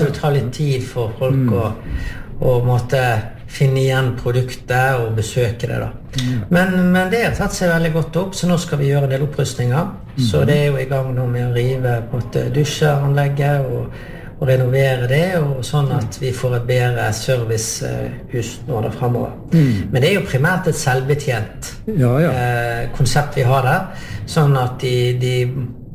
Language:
Norwegian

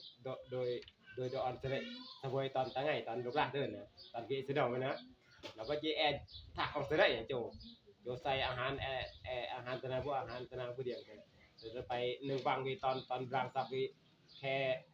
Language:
Northeastern Thai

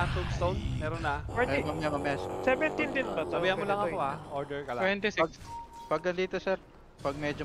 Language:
Filipino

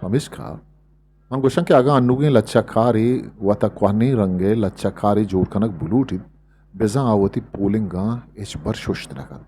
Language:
Eastern Balochi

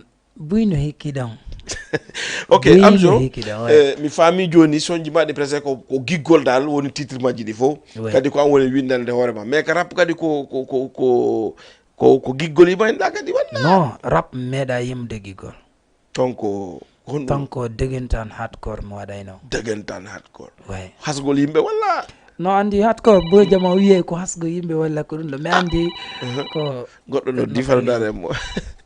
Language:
Fula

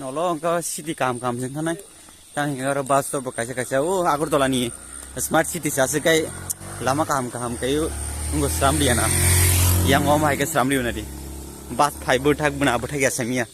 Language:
Kok Borok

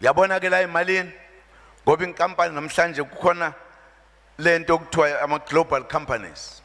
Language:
Zulu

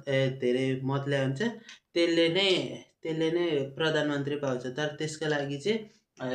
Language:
Nepali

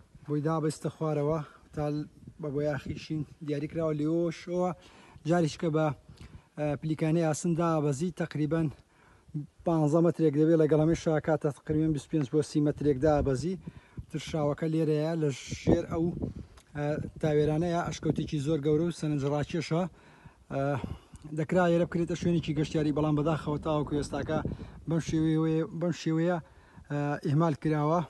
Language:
Central Kurdish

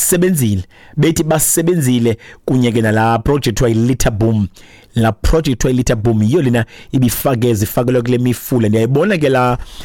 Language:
Xhosa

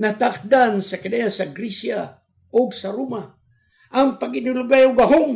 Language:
Cebuano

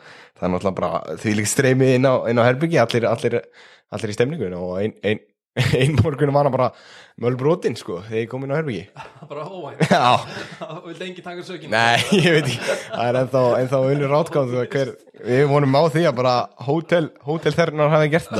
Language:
Icelandic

